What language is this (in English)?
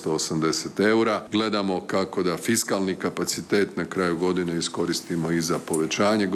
Croatian